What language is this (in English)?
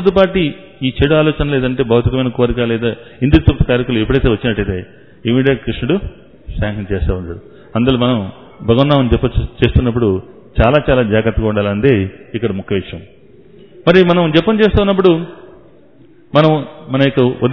Telugu